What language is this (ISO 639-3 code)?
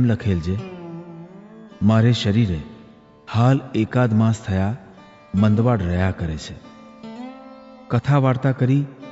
guj